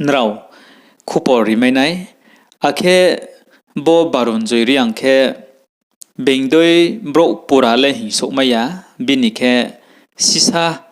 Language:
Riang (India)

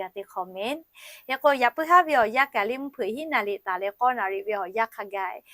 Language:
Lahu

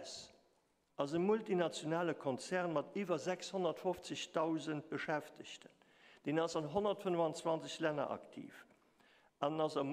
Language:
Luxembourgish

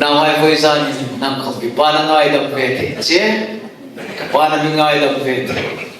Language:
Hmar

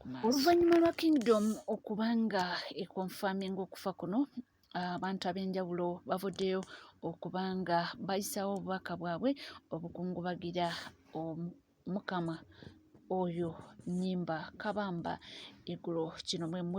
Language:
Ganda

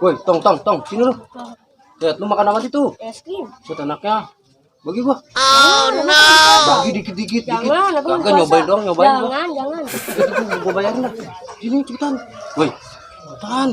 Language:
Betawi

